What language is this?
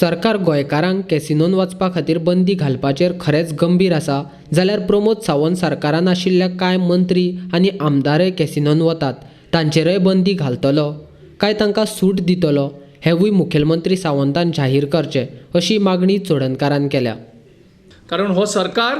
Konkani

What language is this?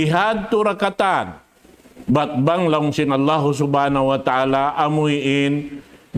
Tausug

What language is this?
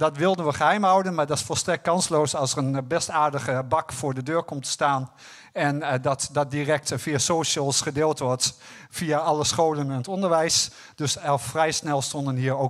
Dutch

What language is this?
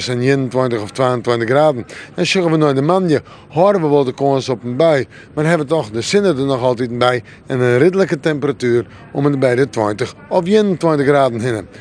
Western Frisian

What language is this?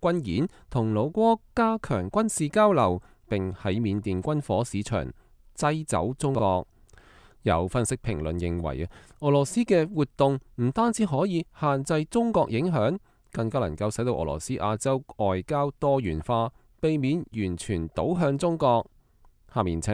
Cantonese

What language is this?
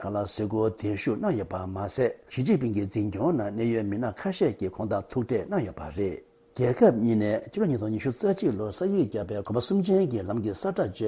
Tibetan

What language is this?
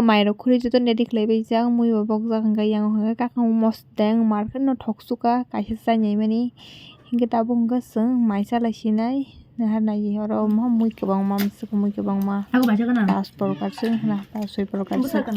Kok Borok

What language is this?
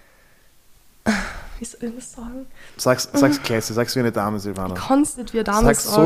German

